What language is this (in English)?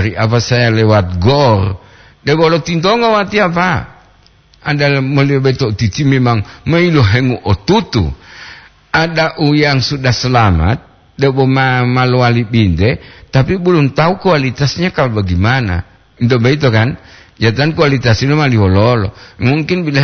Gorontalo